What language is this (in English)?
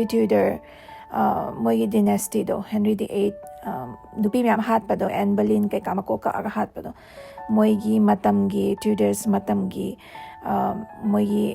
Manipuri